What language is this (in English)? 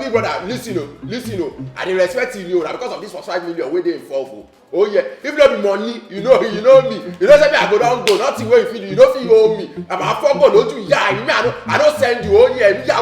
Nigerian Pidgin